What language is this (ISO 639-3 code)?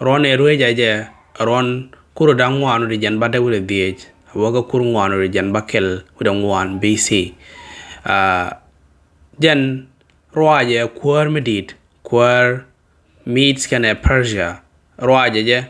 nus